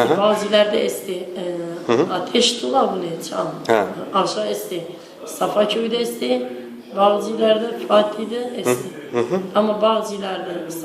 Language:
Zaza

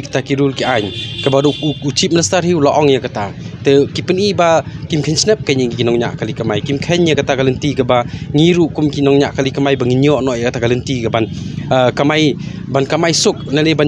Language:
Khasi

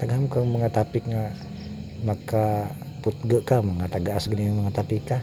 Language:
Cebuano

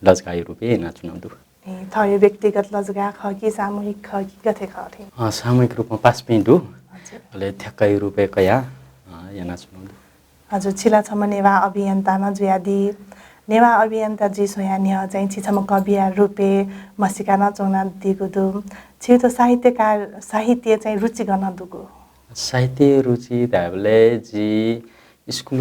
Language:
Newari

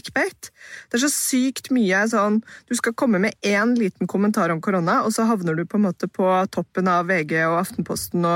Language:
Norwegian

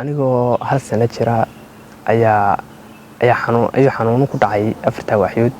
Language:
Somali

